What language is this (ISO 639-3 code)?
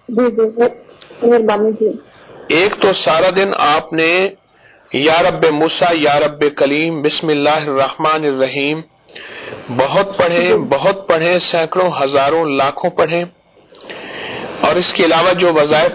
urd